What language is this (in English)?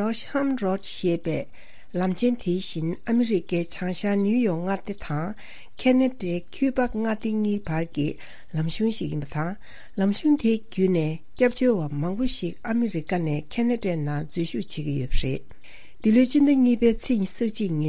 Tibetan